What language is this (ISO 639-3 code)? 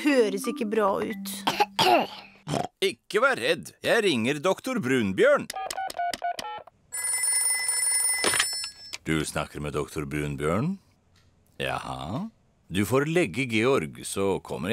nor